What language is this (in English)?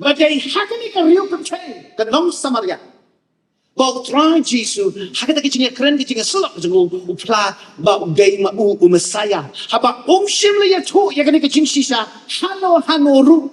Khasi